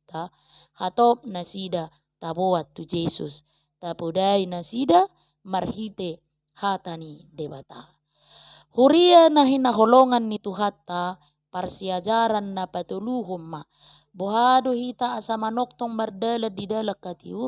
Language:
Batak Toba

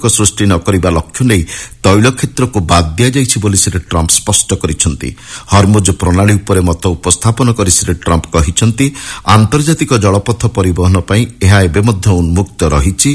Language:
Odia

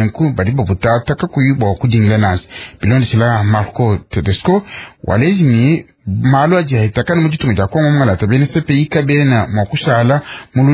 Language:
Luba-Lulua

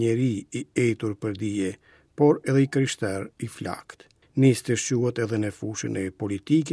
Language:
Albanian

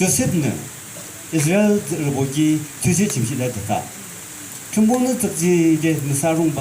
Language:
Yimchungru Naga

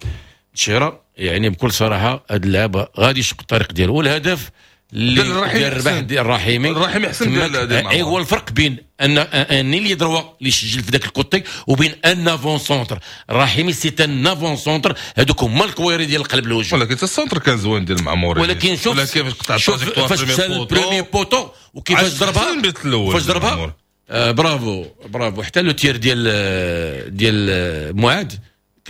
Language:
Moroccan Arabic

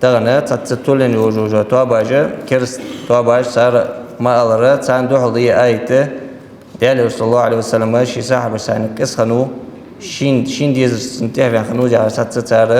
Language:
Ingush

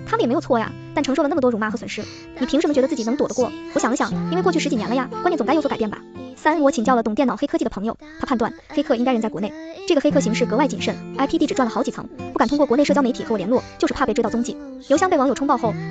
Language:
Chinese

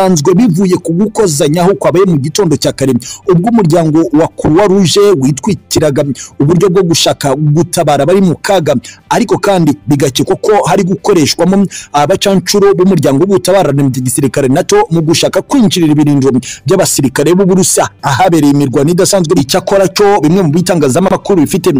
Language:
Kinyarwanda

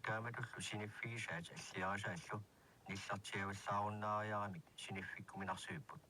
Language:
Kalaallisut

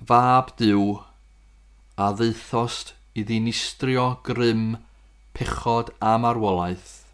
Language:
Welsh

